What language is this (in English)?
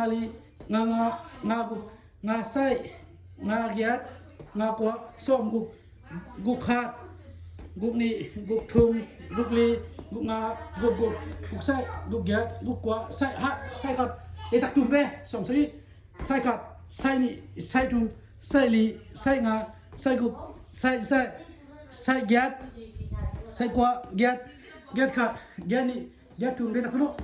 Tedim Chin